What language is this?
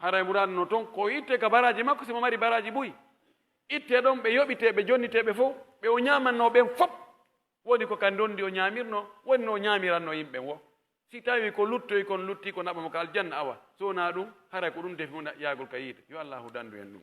Pular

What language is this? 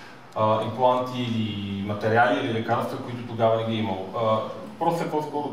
Bulgarian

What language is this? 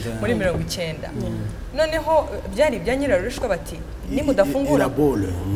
Kinyarwanda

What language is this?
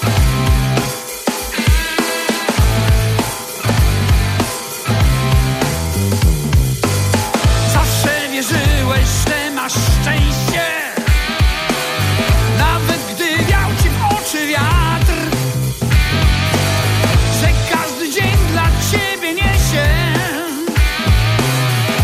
Polish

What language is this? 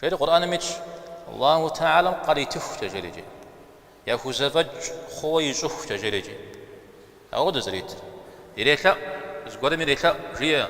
Kabardian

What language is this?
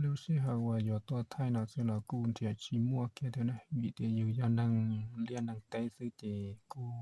Hmong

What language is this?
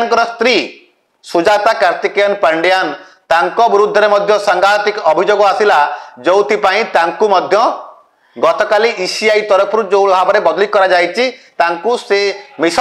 Odia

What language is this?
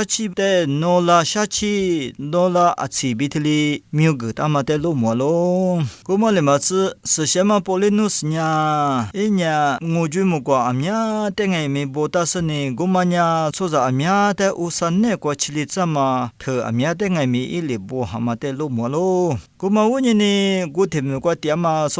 Lisu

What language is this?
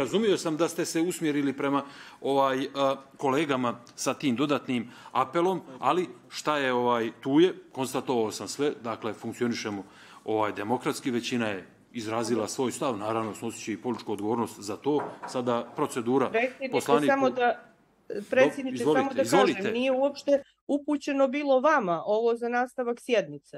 Bosnian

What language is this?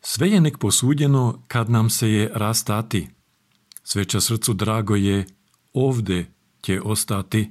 Serbian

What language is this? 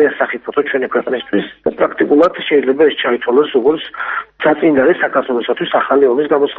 Georgian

